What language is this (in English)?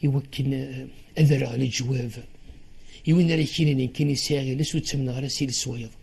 Kabyle